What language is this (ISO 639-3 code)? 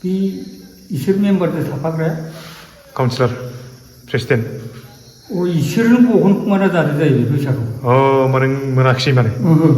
brx